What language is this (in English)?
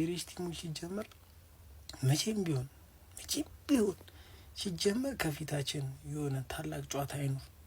Amharic